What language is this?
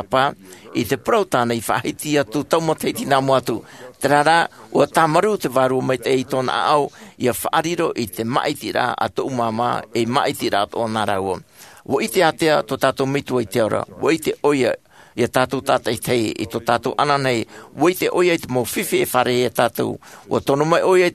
Tahitian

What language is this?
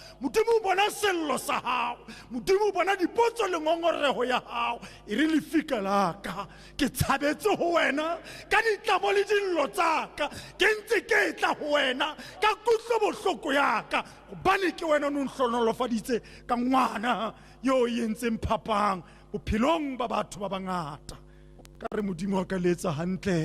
Tswana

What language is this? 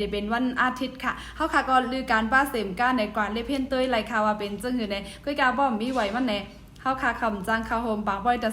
Shan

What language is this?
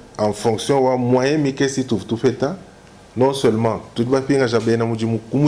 Luba-Lulua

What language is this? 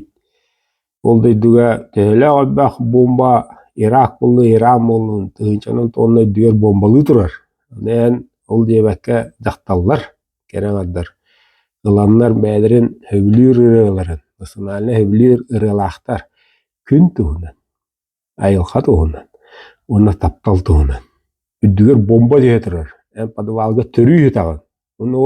Yakut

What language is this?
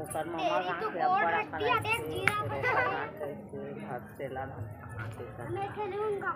Chhattisgarhi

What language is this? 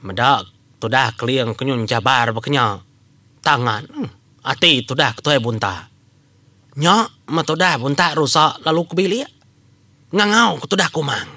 Iban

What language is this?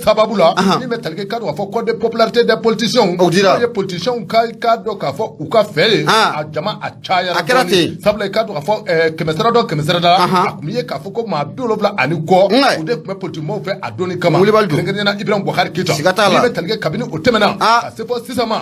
Bambara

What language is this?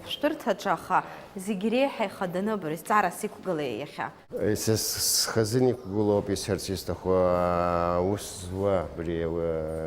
Abkhazian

